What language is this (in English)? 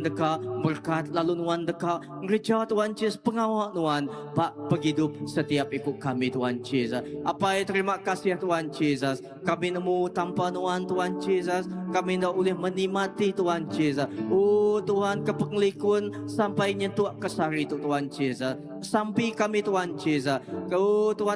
Iban